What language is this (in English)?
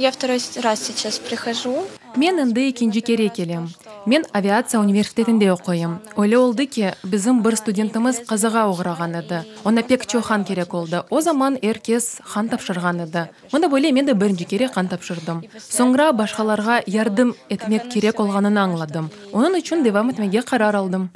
Crimean Tatar